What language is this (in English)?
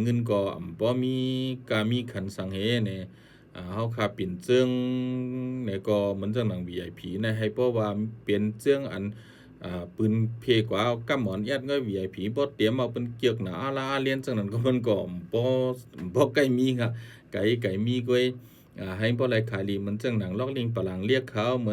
Shan